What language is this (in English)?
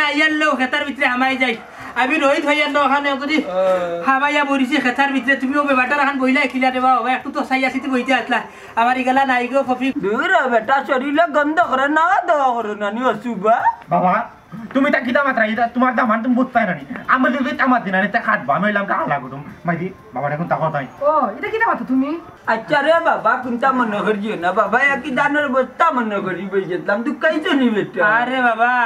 Sylheti